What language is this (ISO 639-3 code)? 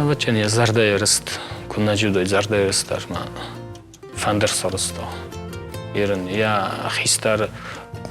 oss